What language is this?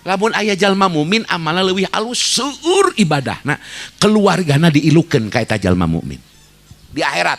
Sundanese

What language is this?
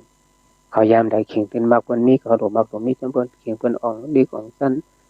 Shan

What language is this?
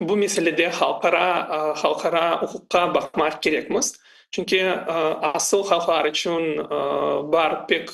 Crimean Tatar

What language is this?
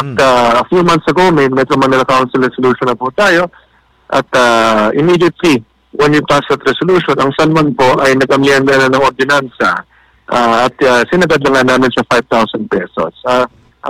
Filipino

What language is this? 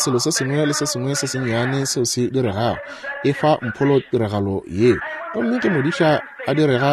Northern Sotho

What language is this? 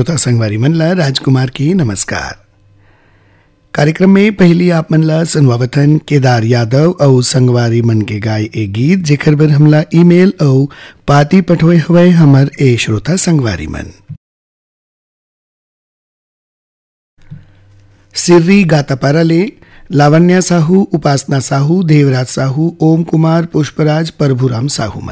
Chhattisgarhi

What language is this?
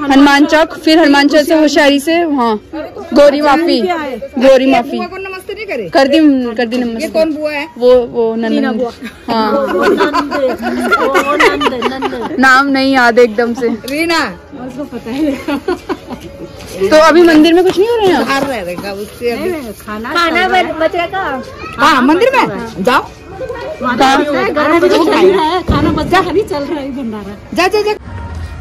Hindi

